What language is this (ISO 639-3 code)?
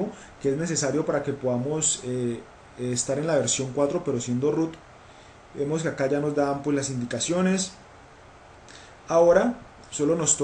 spa